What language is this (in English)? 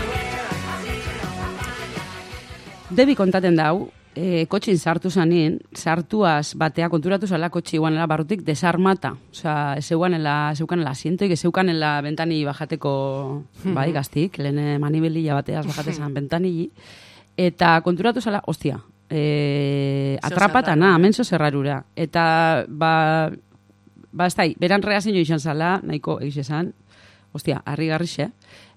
Basque